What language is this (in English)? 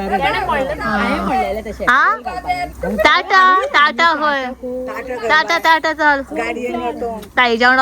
Konkani